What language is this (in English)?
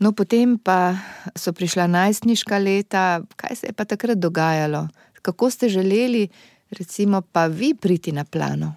Slovenian